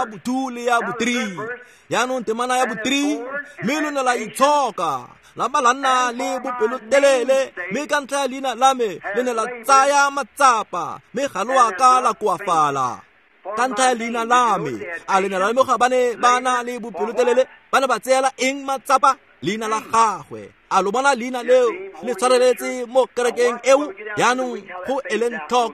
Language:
Tswana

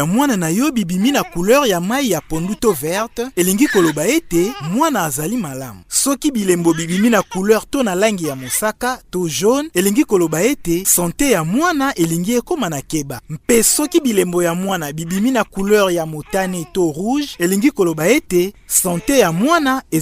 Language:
Lingala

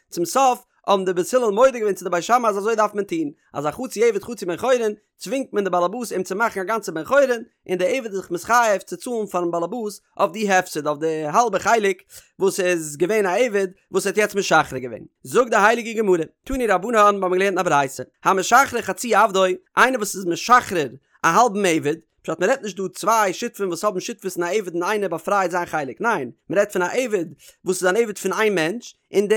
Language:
Yiddish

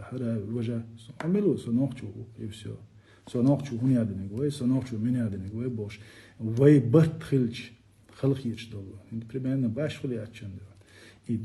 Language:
Chechen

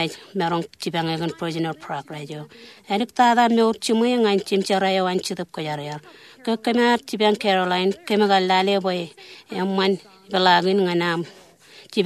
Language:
Marshallese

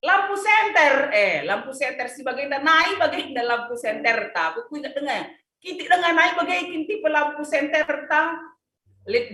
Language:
Batak Karo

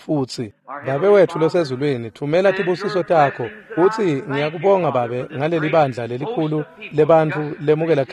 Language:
Swati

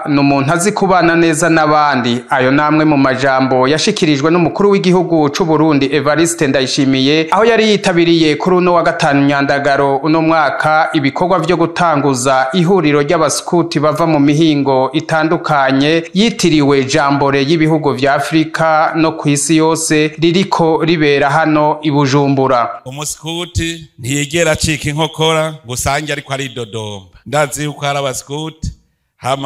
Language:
Rundi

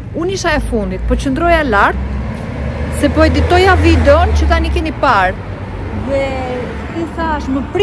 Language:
Albanian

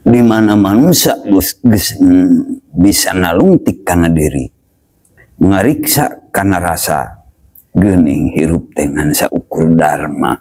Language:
Sundanese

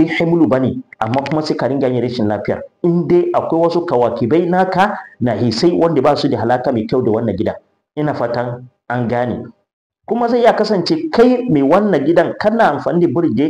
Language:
Hausa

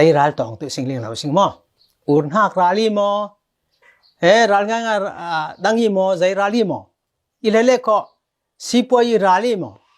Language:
Falam Chin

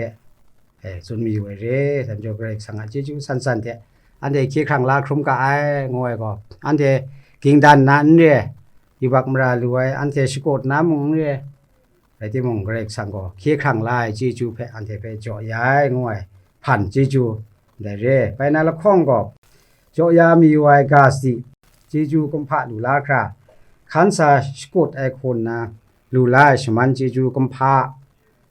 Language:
Kachin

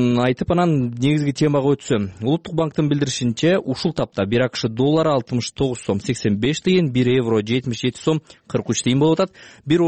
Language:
Kyrgyz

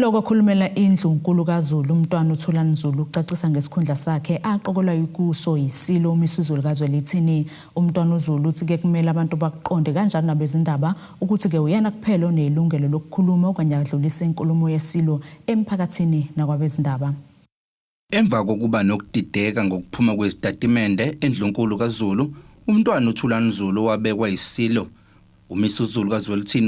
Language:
Zulu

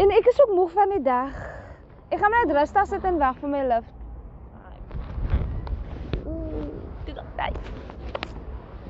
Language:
Afrikaans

